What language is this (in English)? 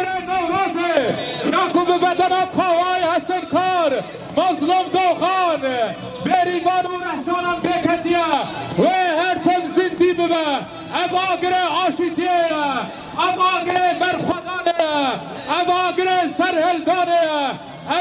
Kurdish